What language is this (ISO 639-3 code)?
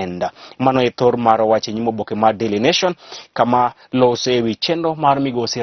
luo